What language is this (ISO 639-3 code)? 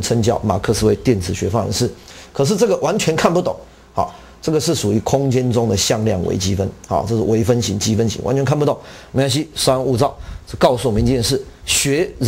zho